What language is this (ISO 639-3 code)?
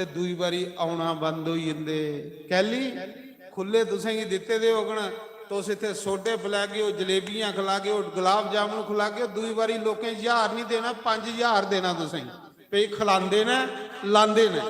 doi